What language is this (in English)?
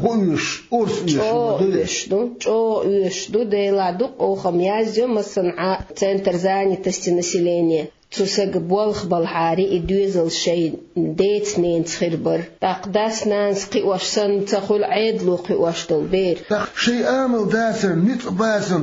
Chechen